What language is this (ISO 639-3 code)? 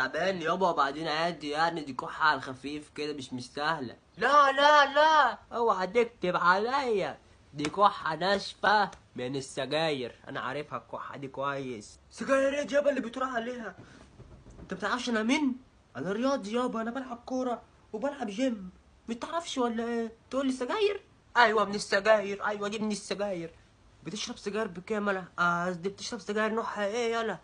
arz